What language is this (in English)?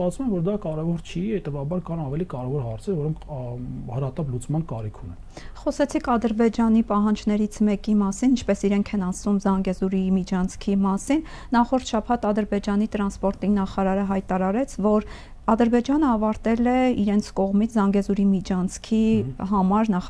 Armenian